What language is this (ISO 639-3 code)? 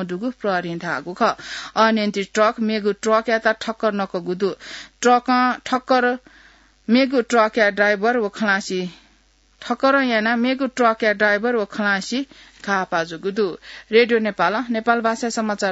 new